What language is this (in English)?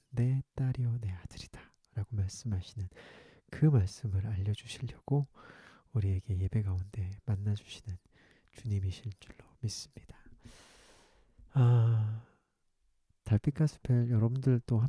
Korean